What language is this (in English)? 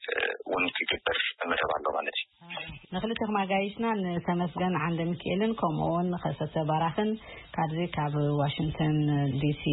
Tigrinya